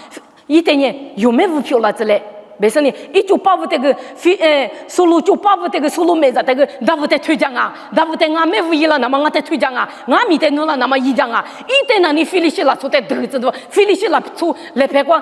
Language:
Lisu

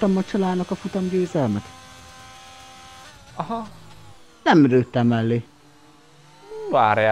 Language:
Hungarian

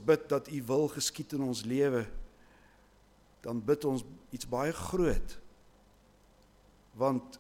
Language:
Afrikaans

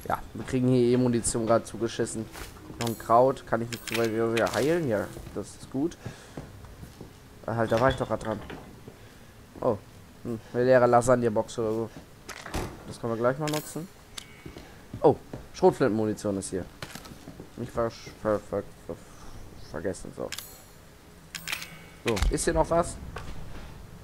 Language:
German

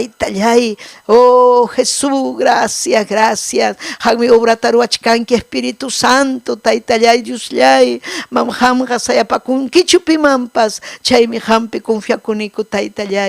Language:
Ayacucho Quechua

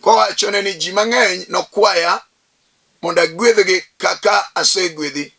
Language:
Luo (Kenya and Tanzania)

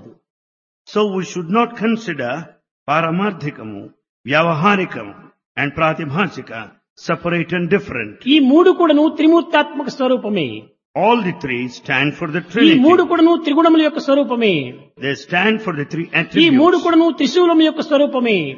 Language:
Telugu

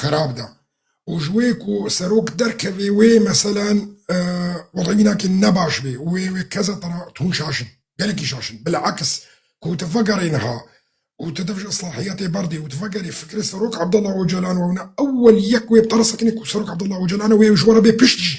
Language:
Kurdish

